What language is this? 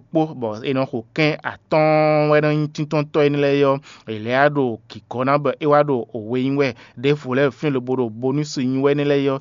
Fon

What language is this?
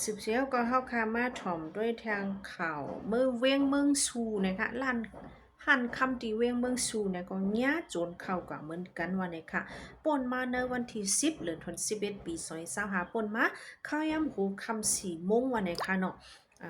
Shan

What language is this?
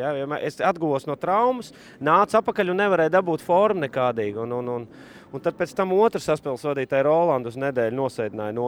Latvian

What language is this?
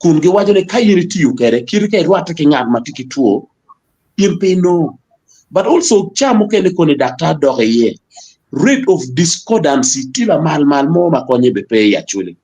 Acoli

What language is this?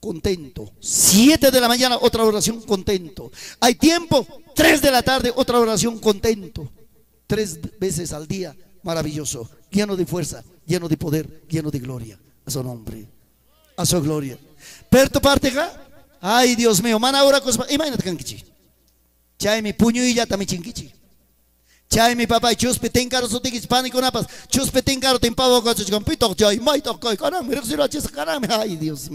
Ayacucho Quechua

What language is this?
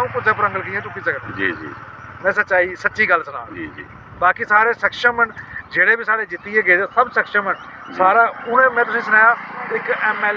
Dogri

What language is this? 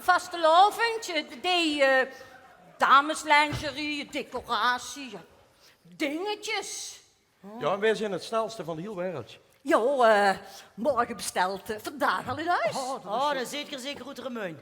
Limburgish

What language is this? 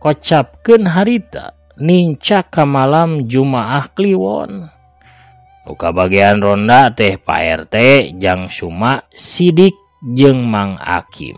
Sundanese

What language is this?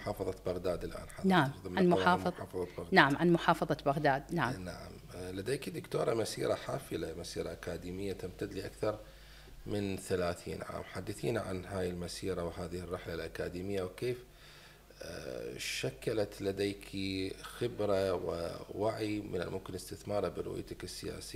Mesopotamian Arabic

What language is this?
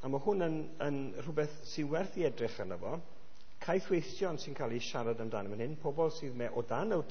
Welsh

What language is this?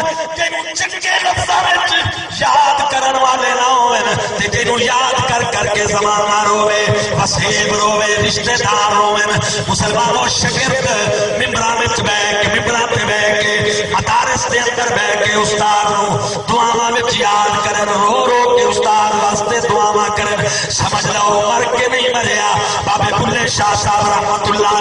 Saraiki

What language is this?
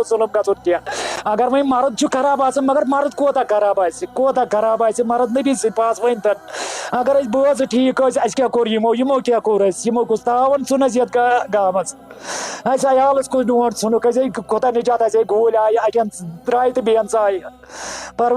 Kashmiri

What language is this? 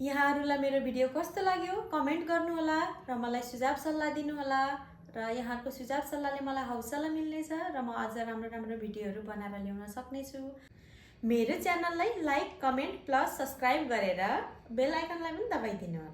Nepali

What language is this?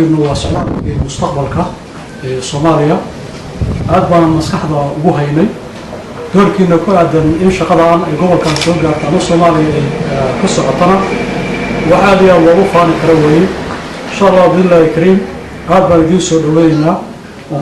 Somali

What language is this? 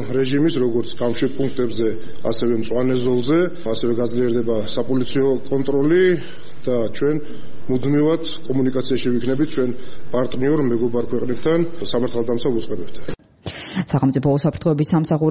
Georgian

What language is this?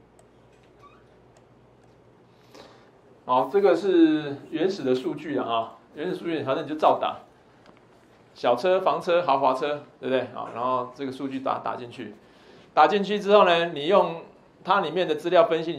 Chinese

